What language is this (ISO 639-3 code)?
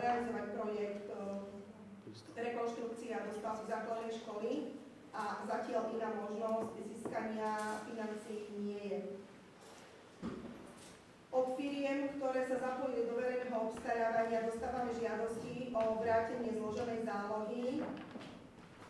slk